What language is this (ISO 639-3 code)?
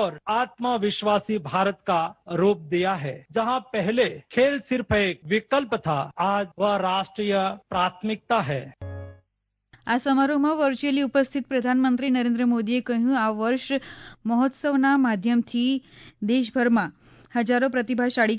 guj